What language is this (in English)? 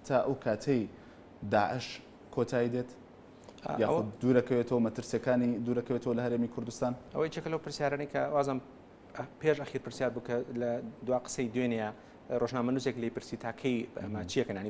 Central Kurdish